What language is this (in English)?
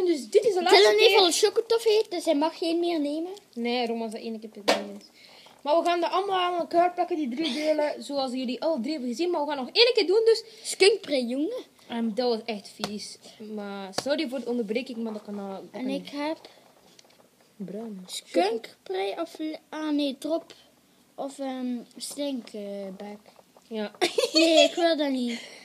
Dutch